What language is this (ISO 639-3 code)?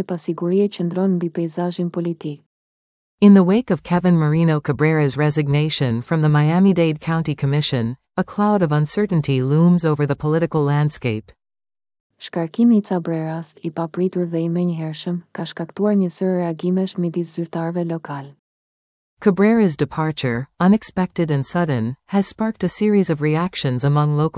sqi